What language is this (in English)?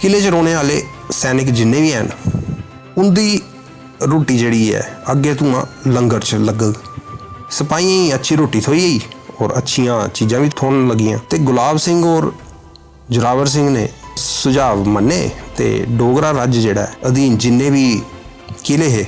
Dogri